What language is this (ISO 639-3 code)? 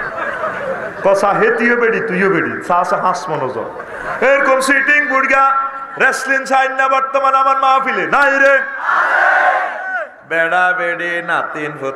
ben